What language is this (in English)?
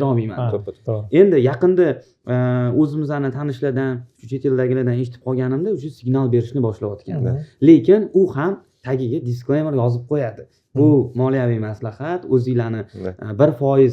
Uzbek